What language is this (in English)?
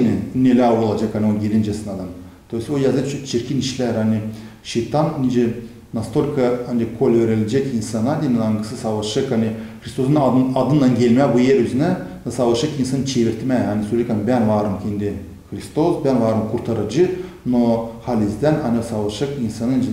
Gagauz